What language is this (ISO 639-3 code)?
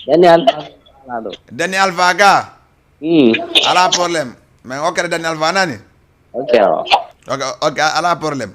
ful